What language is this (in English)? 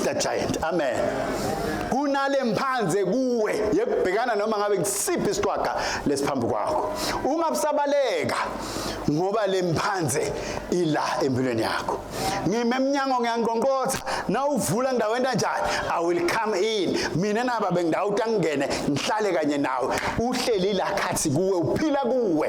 Swati